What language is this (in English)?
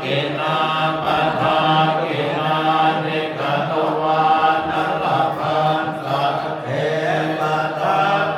Pali